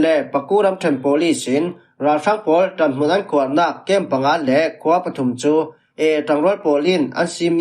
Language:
Falam Chin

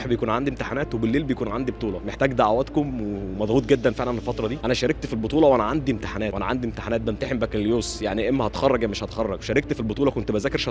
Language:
Egyptian Arabic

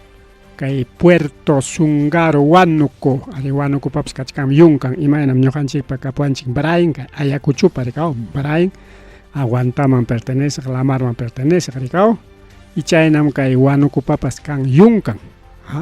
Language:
Ayacucho Quechua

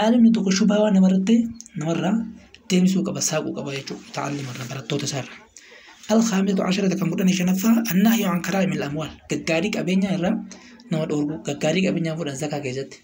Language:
Oromo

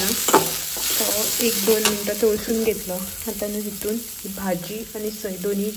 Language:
Konkani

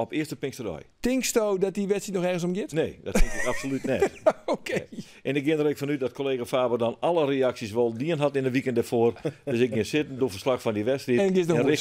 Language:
Western Frisian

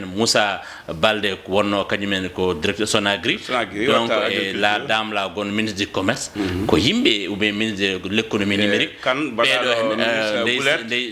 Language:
Fula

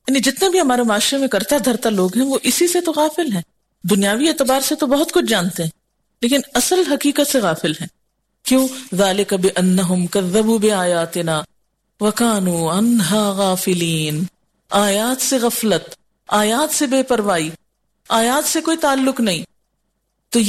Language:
Urdu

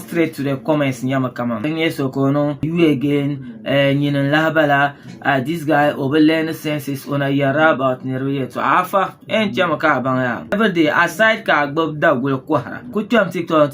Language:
Dagbani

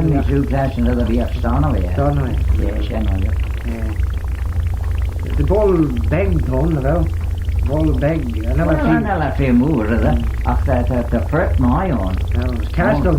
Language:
Manx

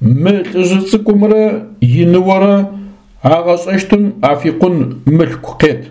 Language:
Adyghe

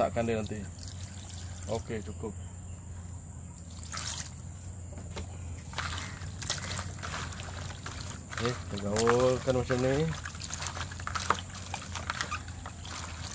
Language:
Malay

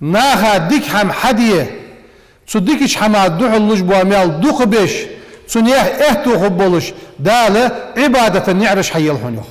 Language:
Ingush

